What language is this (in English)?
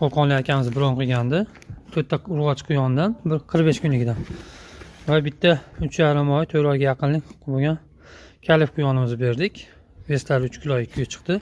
Uzbek